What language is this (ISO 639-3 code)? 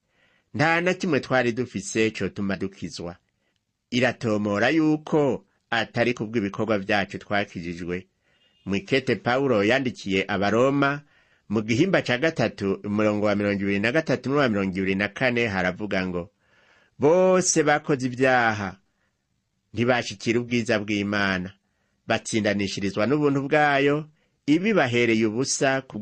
run